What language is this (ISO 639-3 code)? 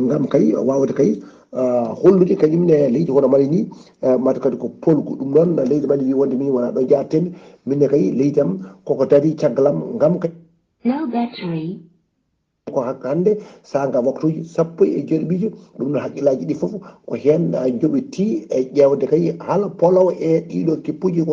ful